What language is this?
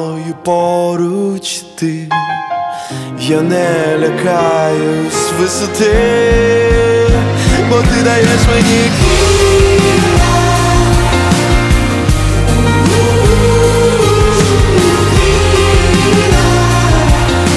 Ukrainian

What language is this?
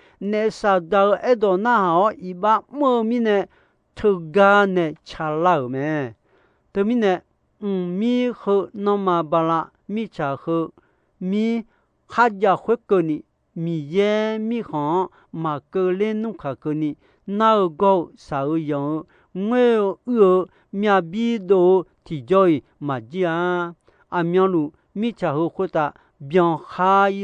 Akha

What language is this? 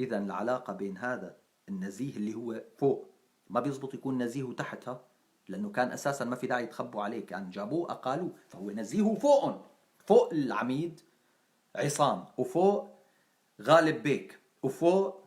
North Levantine Arabic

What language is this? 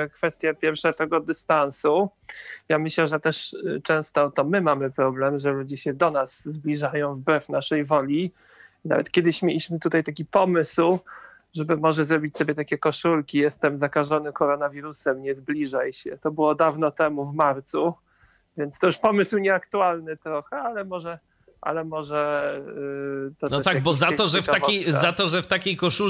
Polish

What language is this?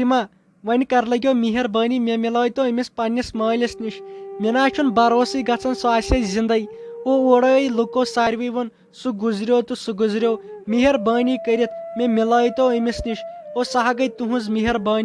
Kashmiri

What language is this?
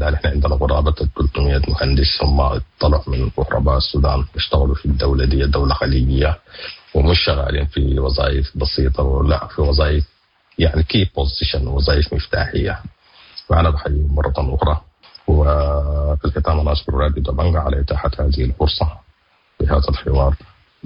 Sudanese Arabic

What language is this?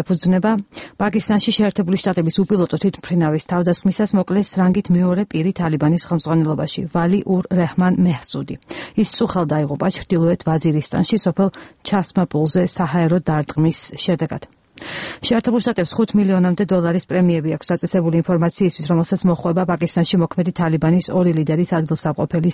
Georgian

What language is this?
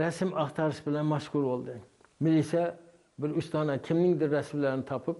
Uzbek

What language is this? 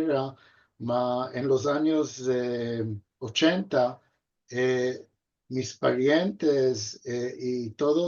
Ladino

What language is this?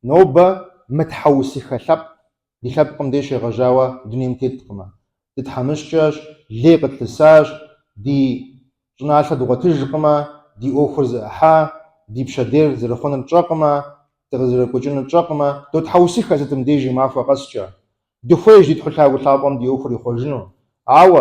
Kabardian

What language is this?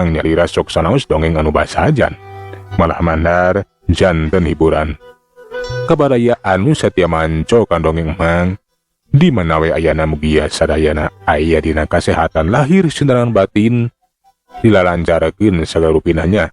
Sundanese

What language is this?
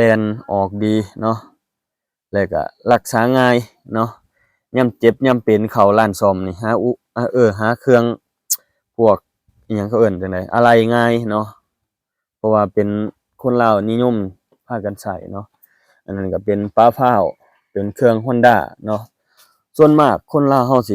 Lao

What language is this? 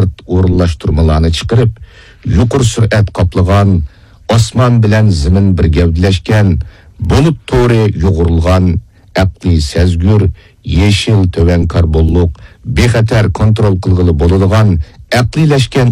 Uyghur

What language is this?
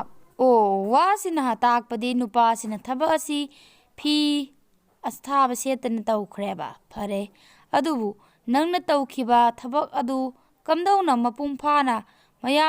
Manipuri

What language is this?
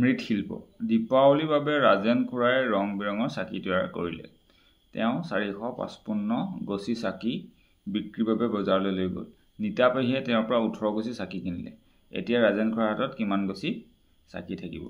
Assamese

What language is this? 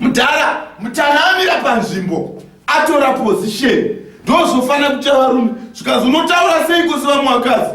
Shona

